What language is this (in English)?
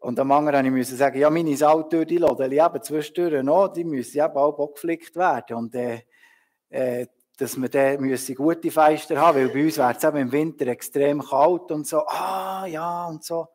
Swiss German